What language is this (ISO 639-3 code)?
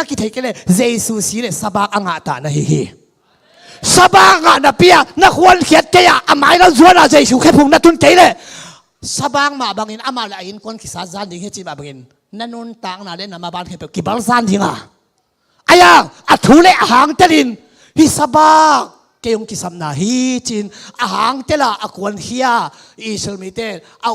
ctd